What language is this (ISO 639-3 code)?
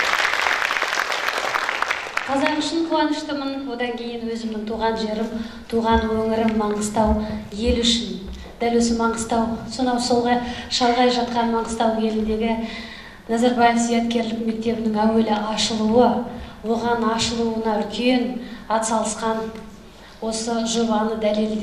kaz